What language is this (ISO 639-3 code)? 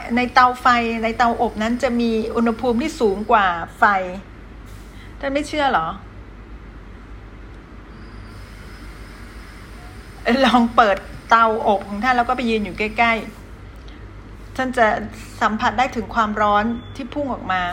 tha